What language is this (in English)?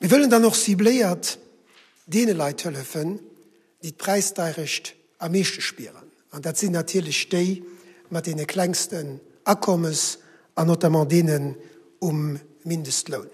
Luxembourgish